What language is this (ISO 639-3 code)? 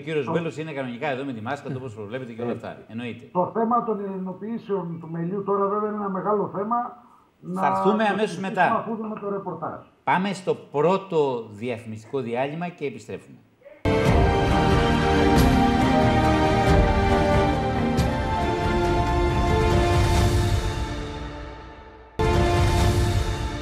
ell